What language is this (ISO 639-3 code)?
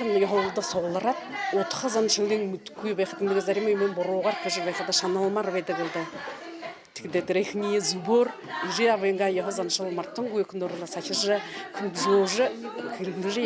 bua